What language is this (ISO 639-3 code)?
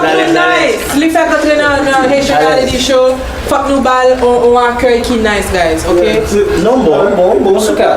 hat